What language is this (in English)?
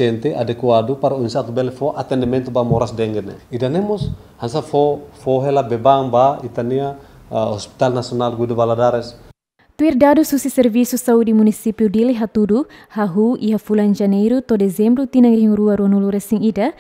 Tetum